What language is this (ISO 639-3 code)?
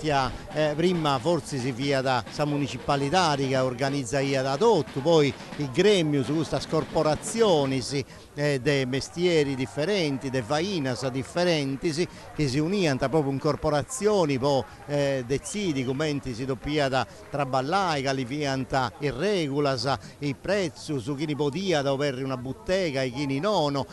srd